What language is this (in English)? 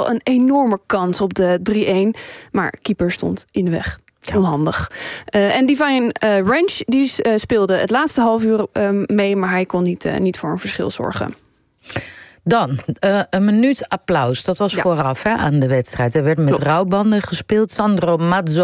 Dutch